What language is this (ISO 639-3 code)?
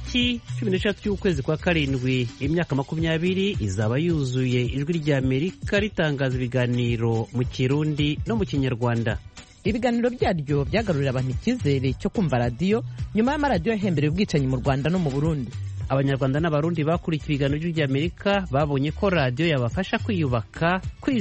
kin